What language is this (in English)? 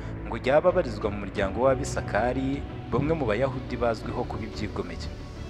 Kinyarwanda